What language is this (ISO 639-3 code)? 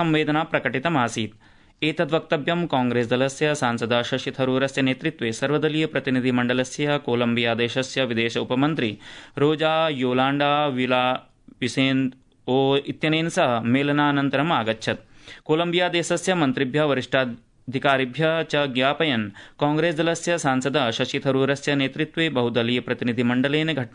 san